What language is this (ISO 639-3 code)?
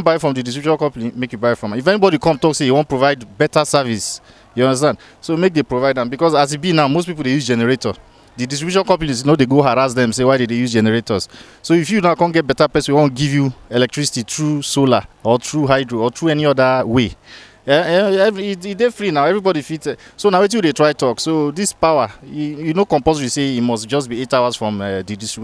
pcm